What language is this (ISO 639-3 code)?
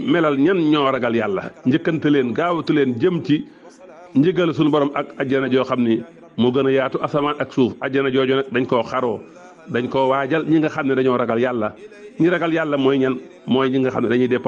wol